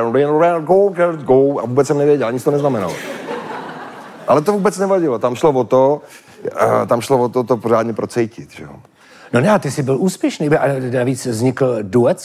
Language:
Czech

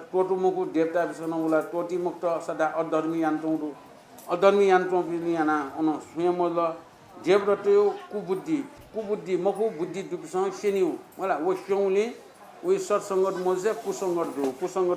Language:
Newari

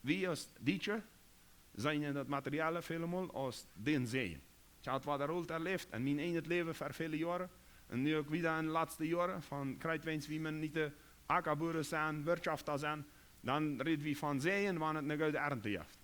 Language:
Plautdietsch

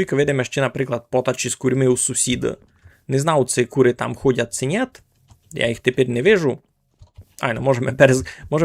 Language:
Rusyn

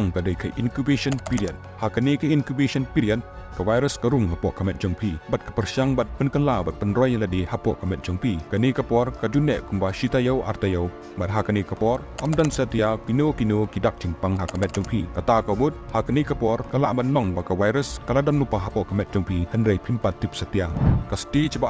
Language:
Khasi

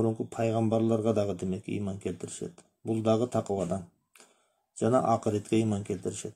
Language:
Kyrgyz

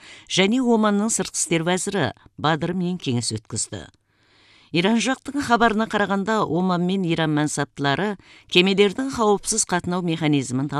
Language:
Kazakh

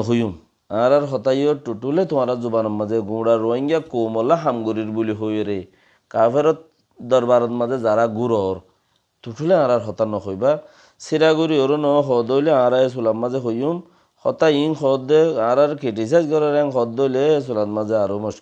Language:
Rohingya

